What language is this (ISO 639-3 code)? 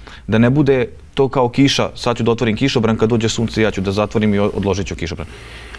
srp